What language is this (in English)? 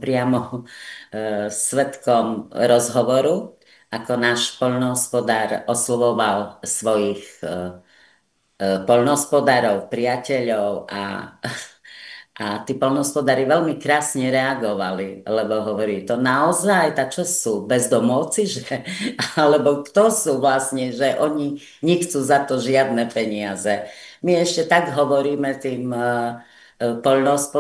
Slovak